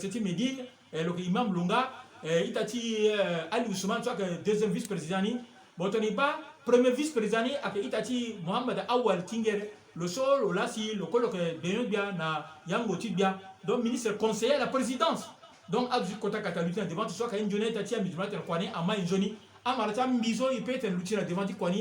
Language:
Sango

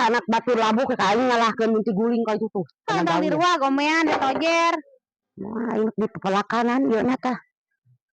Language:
Sundanese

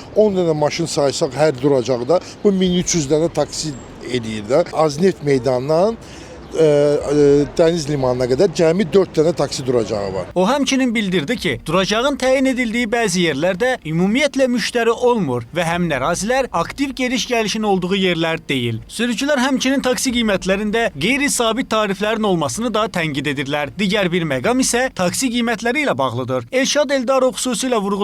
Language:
Azerbaijani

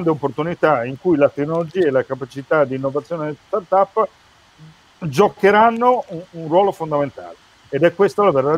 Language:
Italian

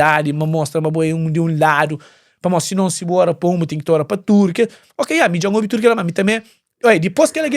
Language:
Kabuverdianu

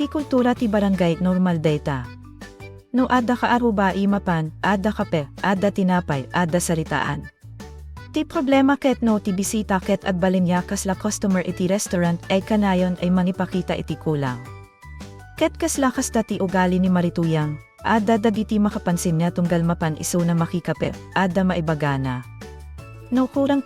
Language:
Iloko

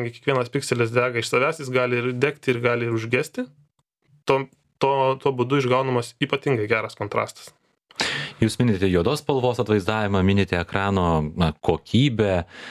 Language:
Lithuanian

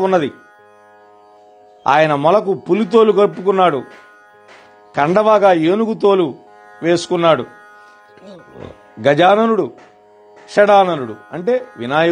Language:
Telugu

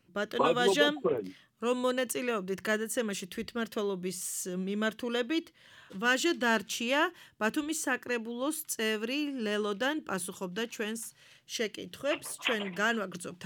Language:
Georgian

